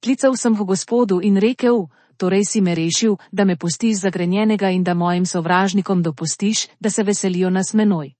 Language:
Slovenian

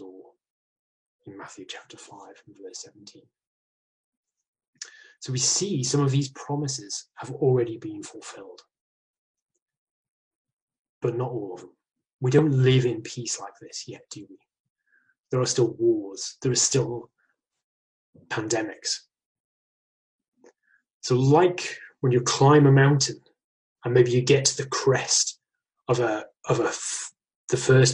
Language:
English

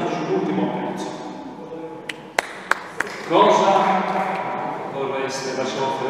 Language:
Italian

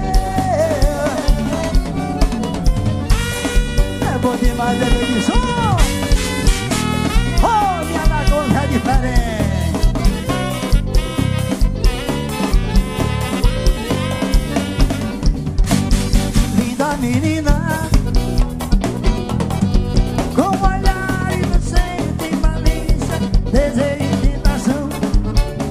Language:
Portuguese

